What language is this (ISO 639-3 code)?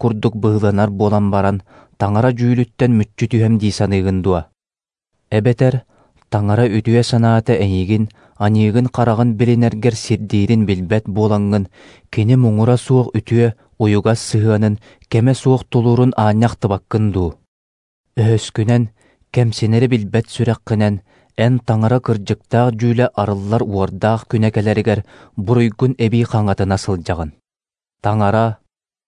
sah